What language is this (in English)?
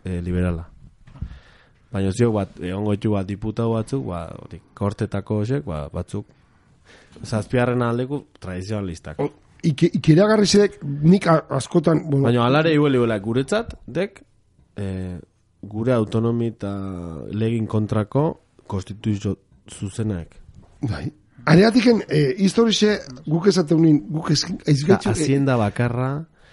Basque